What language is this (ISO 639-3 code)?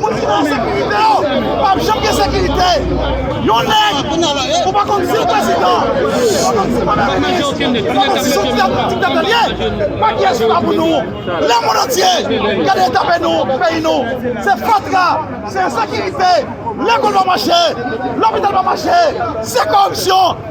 hat